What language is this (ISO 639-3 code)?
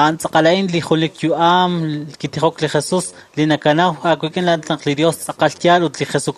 kek